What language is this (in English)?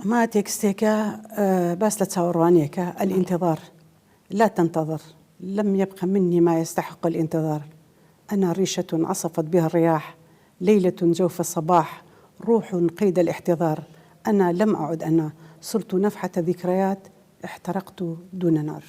Central Kurdish